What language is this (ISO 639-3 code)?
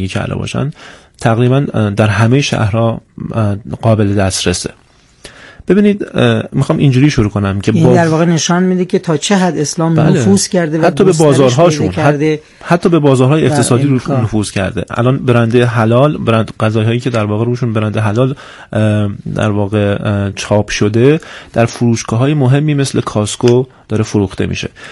fas